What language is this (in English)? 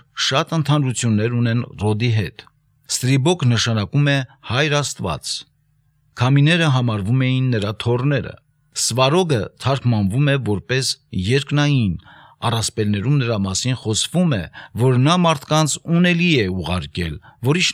Armenian